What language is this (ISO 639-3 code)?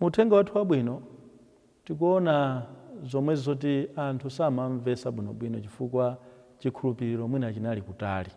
nya